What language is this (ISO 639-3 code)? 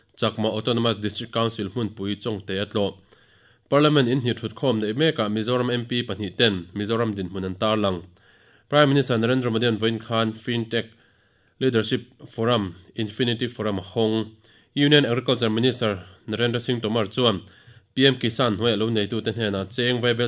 lus